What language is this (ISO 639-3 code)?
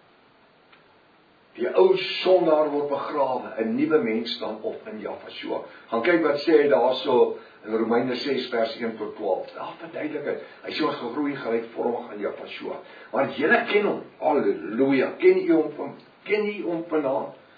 afr